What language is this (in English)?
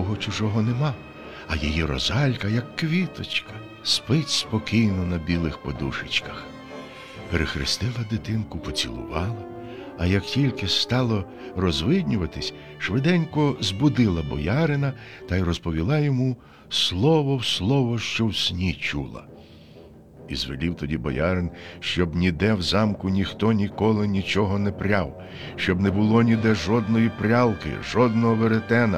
Ukrainian